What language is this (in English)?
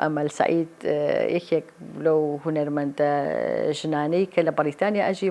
Central Kurdish